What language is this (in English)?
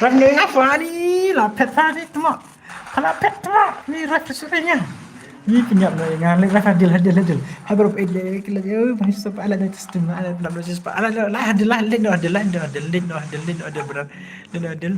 Khasi